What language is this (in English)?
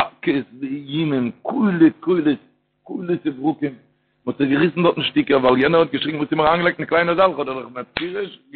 Yiddish